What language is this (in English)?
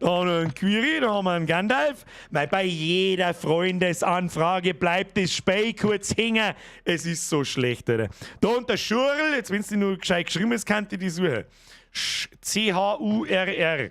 Bavarian